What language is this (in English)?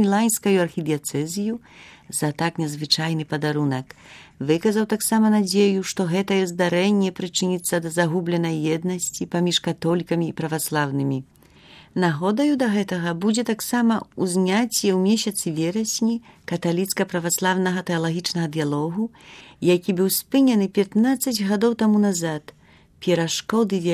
Belarusian